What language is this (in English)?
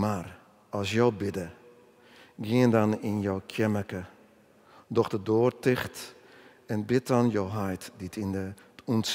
Western Frisian